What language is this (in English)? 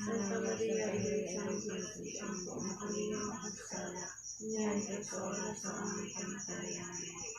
Hiligaynon